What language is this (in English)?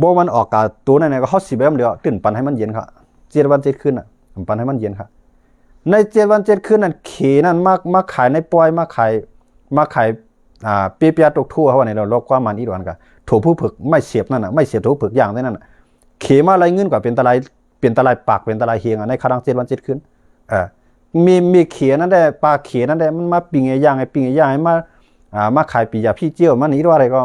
Shan